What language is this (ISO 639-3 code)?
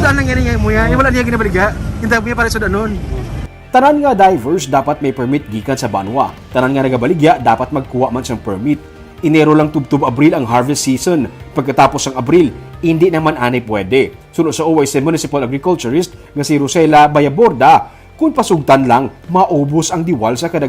hil